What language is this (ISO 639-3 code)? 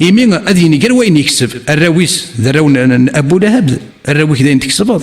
kab